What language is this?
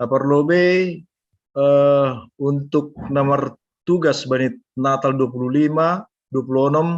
Batak Simalungun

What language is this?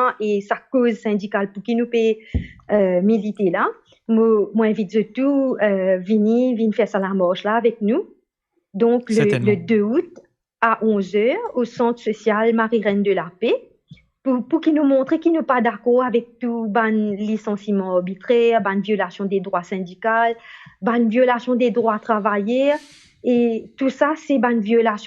Morisyen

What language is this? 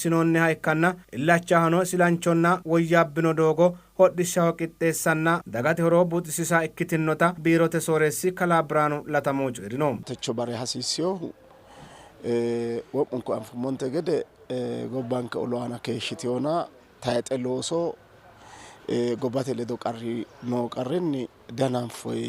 Sidamo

